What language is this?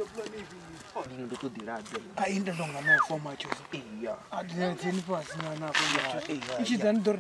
Venda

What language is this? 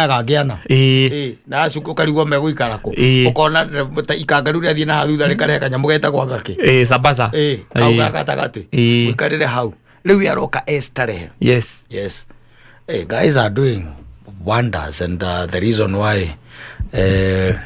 Kikuyu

